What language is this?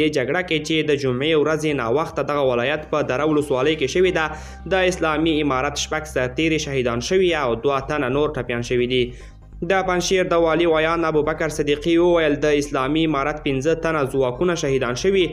Pashto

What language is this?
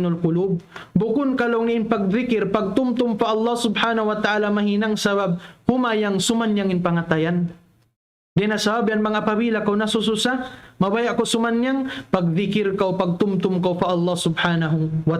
Tausug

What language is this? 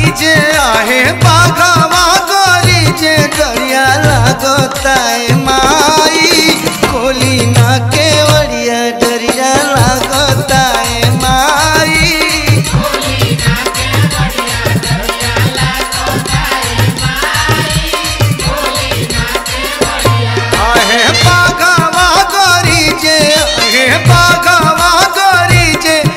Bhojpuri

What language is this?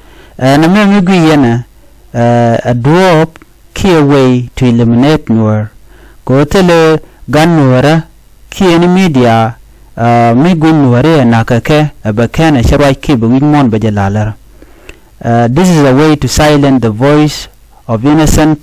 Nuer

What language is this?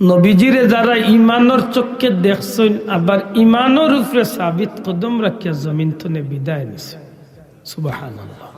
Sylheti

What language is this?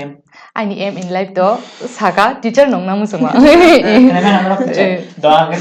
Kok Borok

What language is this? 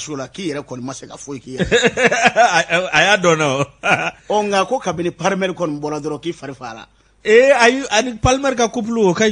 Bambara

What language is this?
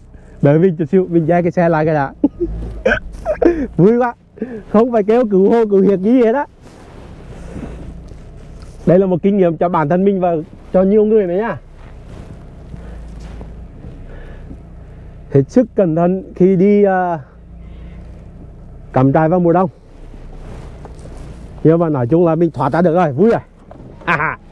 Vietnamese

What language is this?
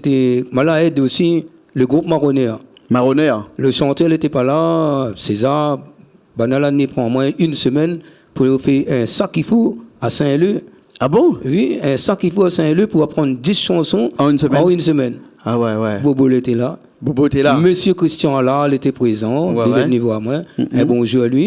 Réunion Creole French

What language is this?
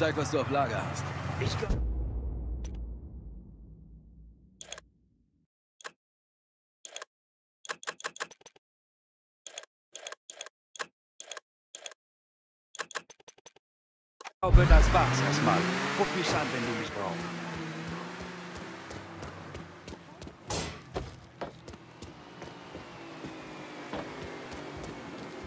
German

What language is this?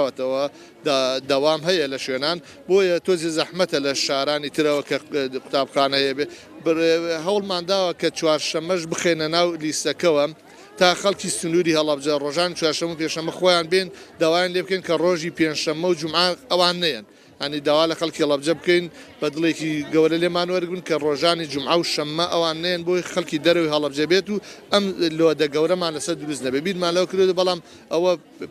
Central Kurdish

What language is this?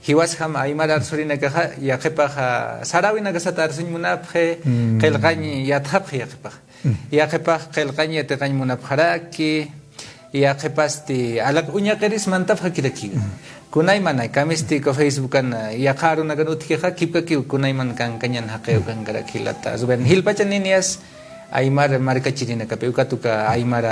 Aymara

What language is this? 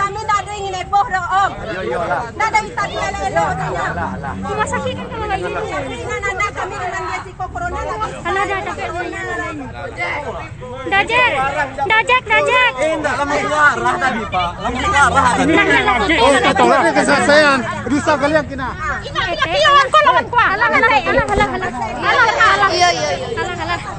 Minangkabau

